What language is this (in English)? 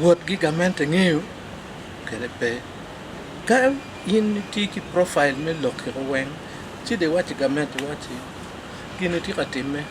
Acoli